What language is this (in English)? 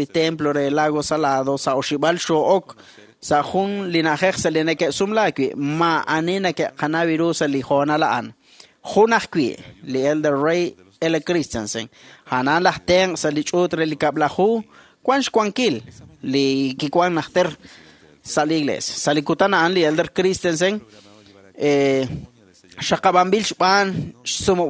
Kekchí